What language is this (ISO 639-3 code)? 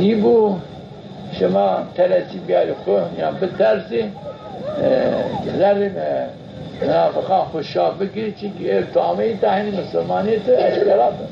zza